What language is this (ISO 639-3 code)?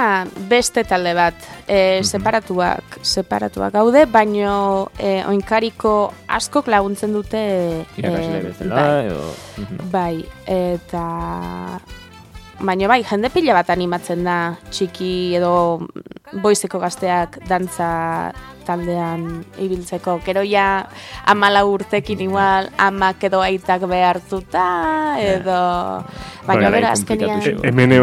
eus